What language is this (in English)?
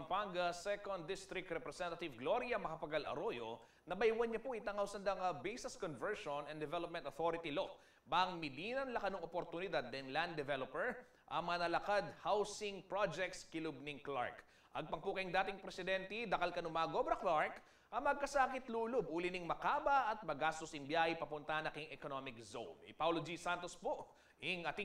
Pampanga